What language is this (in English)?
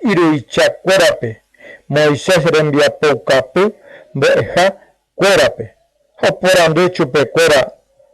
Guarani